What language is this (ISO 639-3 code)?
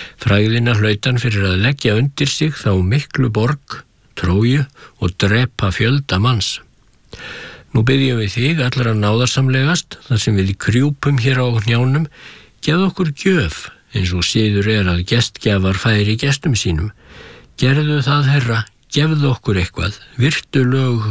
isl